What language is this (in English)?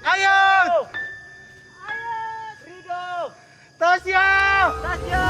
Ambonese Malay